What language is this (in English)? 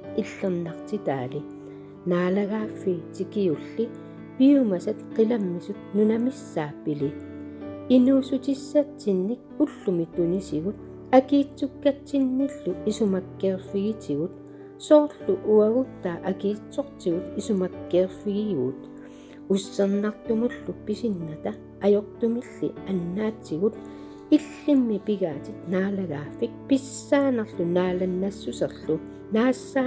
Kalaallisut